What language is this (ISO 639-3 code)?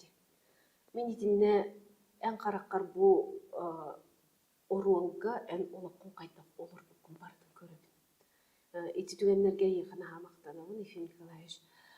sah